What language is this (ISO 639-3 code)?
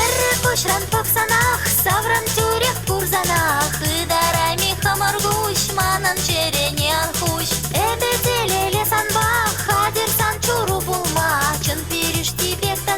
chv